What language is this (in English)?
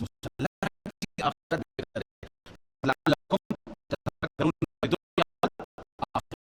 Persian